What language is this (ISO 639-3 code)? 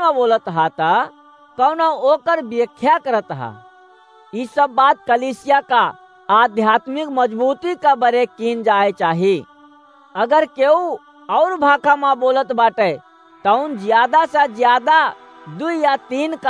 awa